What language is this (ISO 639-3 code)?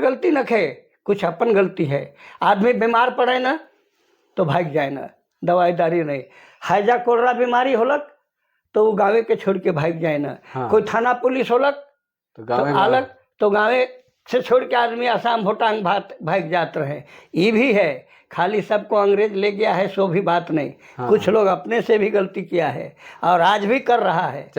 sck